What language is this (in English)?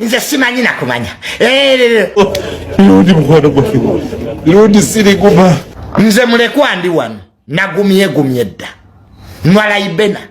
Ganda